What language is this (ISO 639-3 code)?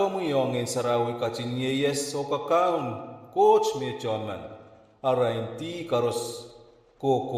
pon